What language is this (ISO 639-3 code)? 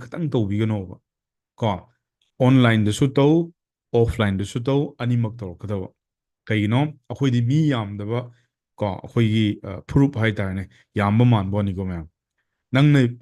mni